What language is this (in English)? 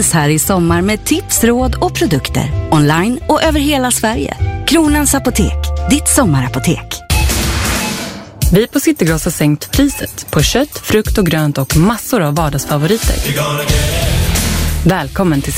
Swedish